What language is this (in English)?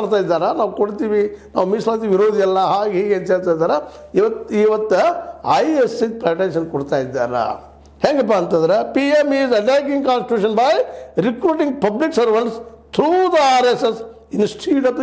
Kannada